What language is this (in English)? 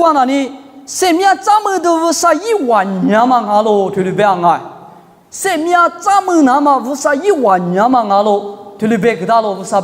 Lisu